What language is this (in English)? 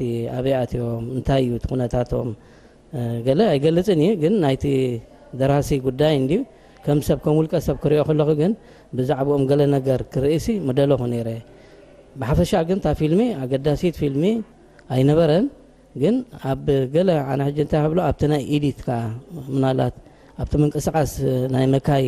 Tigrinya